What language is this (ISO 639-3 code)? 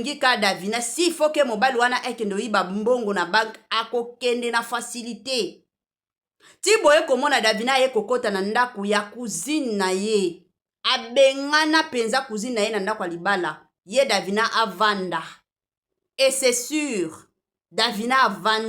lin